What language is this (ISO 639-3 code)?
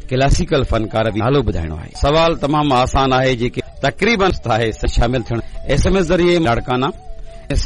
snd